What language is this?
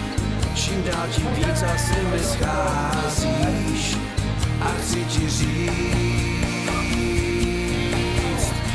Czech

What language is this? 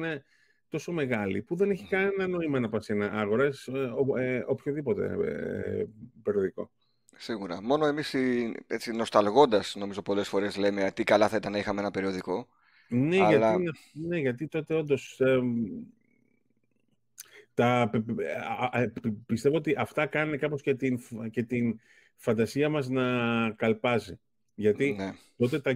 Greek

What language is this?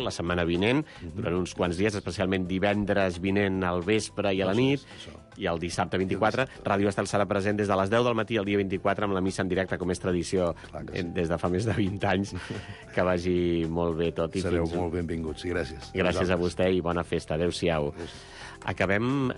Catalan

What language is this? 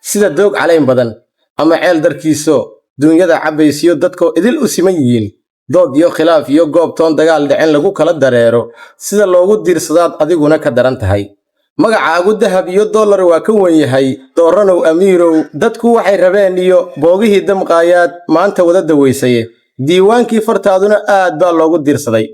Somali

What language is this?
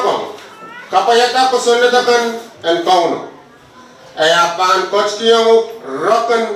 Pohnpeian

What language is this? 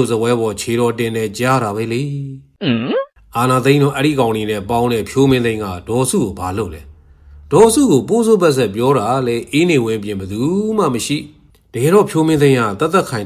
Burmese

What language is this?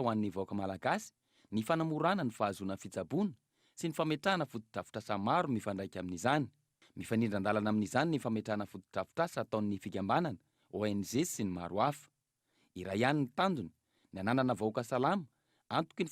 Malagasy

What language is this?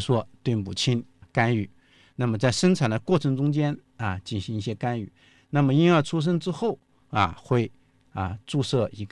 Chinese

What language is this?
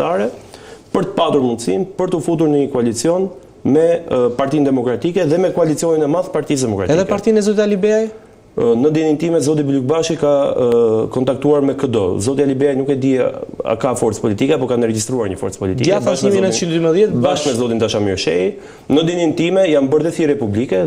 Albanian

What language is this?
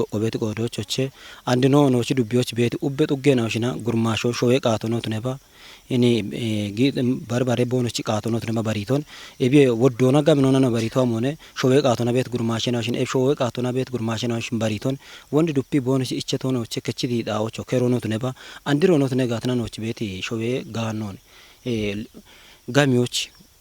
Kafa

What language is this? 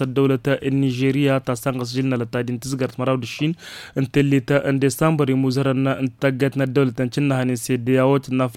Tamasheq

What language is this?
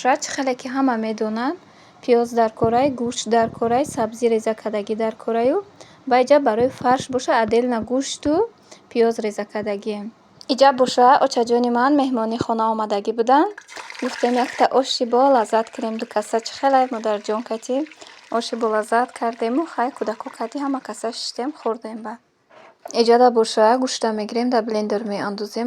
Tajik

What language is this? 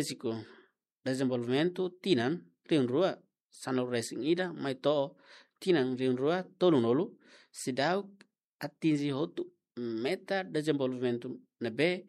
Tetum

